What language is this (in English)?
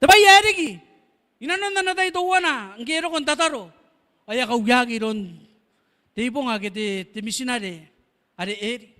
Gilbertese